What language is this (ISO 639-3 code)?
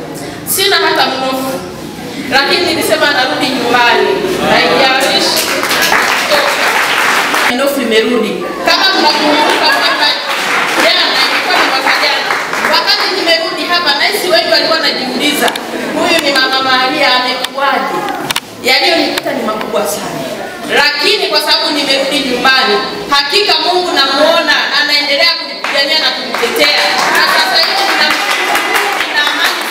swa